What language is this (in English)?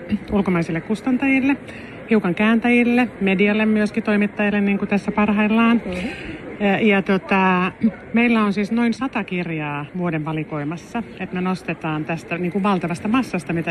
Finnish